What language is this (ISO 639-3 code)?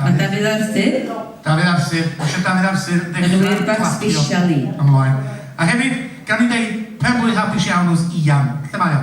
cym